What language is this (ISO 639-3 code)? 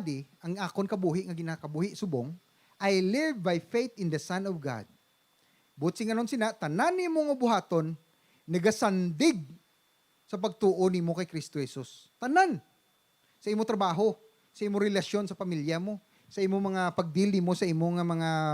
hil